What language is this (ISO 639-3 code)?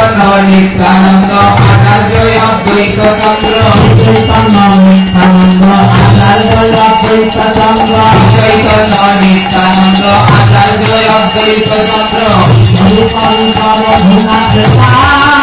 ben